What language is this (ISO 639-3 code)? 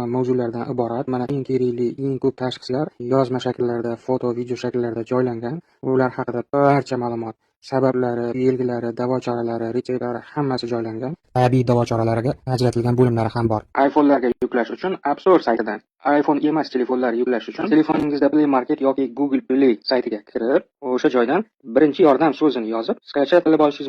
uzb